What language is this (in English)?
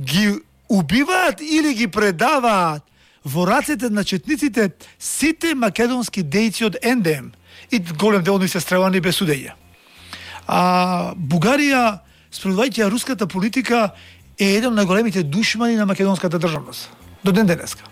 Macedonian